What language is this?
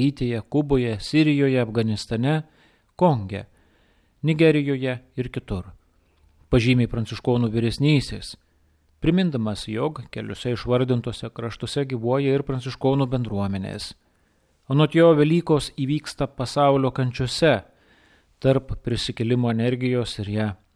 Lithuanian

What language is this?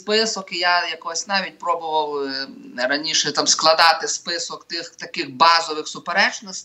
Ukrainian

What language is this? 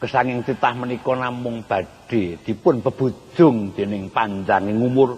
Javanese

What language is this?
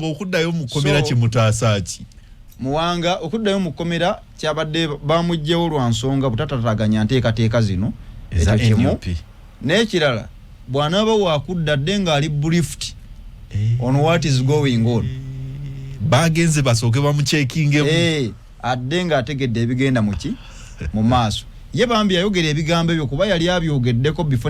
Ganda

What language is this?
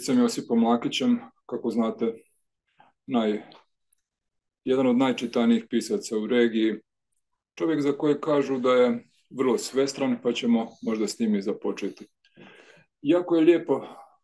Croatian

